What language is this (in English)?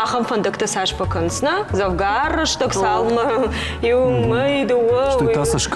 Ossetic